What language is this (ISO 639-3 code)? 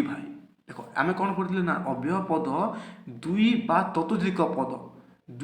ori